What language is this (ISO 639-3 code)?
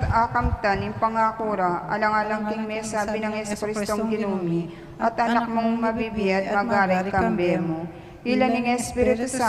pam